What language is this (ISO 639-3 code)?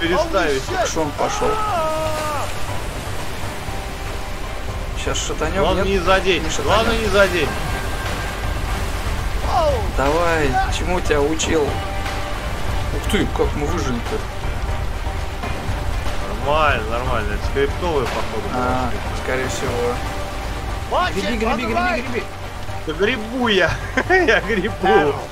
rus